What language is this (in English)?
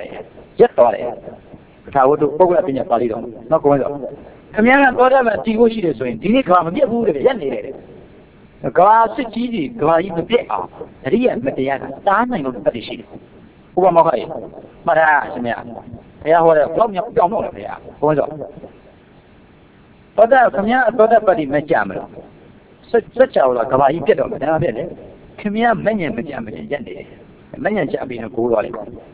Burmese